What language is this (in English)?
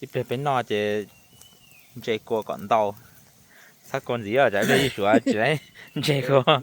Hmong